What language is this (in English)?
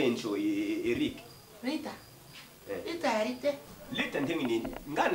Lingala